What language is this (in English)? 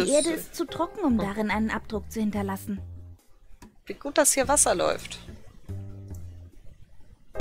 German